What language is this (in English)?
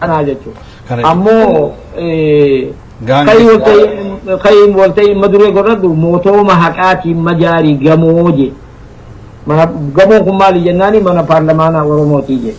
Oromo